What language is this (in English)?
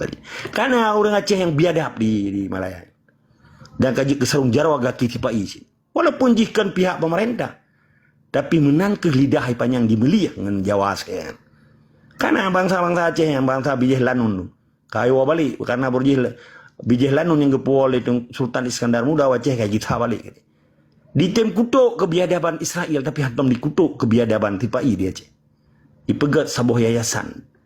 Achinese